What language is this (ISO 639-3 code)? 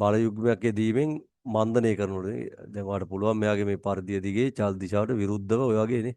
sin